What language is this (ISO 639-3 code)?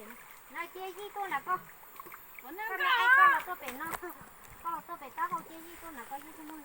hmn